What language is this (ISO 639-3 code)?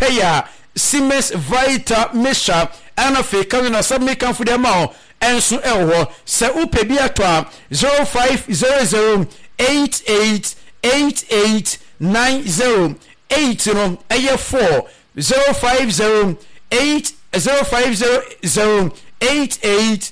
aka